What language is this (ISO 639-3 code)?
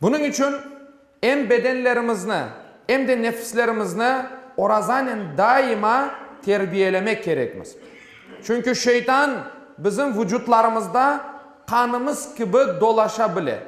crh